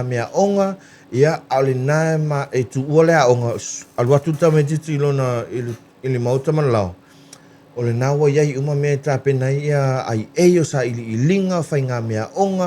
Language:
Samoan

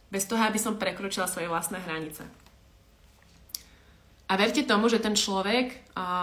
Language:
Slovak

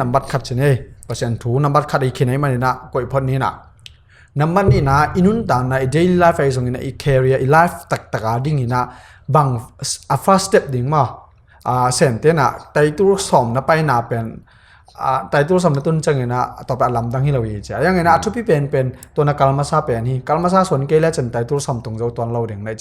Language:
Tedim Chin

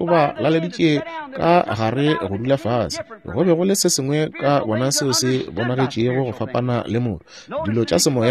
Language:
Northern Sotho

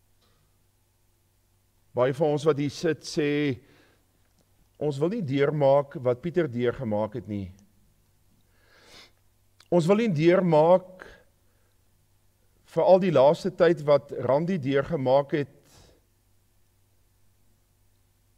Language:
Afrikaans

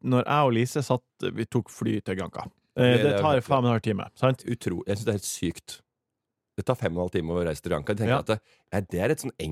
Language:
Norwegian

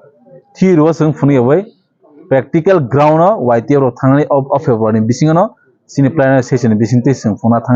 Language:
Kok Borok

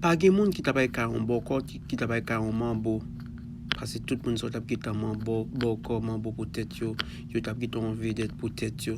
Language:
Haitian Creole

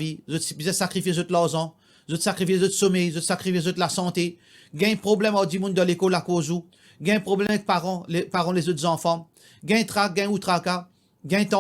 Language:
Morisyen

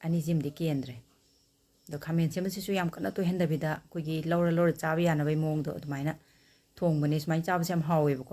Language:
Manipuri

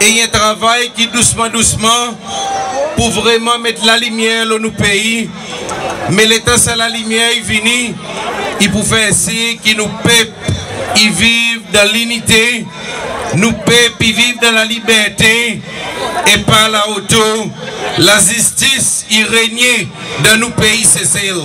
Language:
Seselwa Creole French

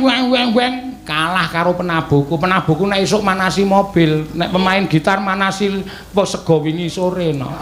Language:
Javanese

